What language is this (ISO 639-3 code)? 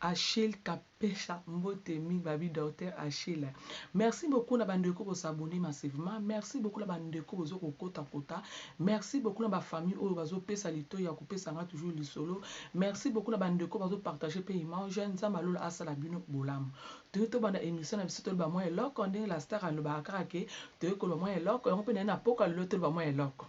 lin